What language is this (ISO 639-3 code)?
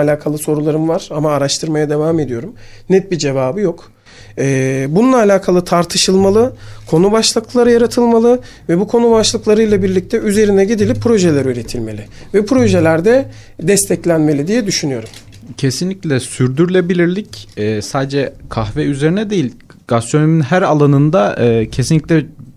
tur